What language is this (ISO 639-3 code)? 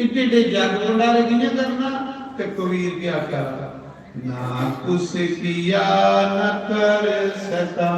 doi